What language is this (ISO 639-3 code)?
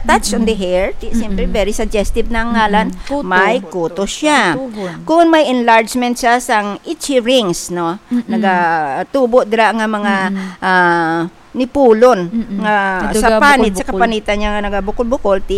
hil